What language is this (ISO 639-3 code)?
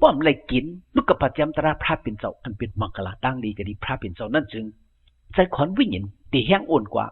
shn